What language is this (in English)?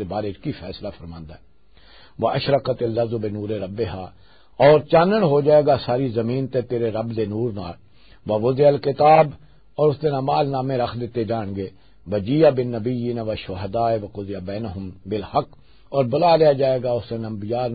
Western Panjabi